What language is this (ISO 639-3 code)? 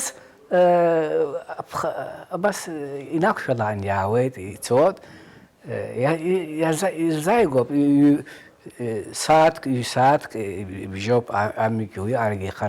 abk